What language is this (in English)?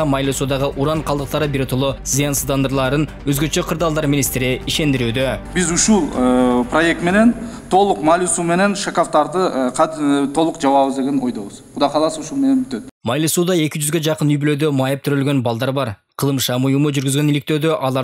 Kyrgyz